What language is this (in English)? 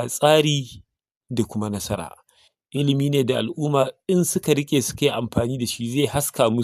Hausa